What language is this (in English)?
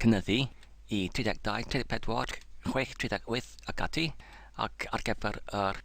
Welsh